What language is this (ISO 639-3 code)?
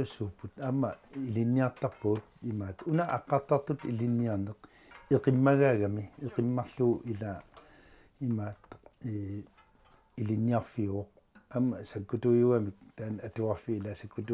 kal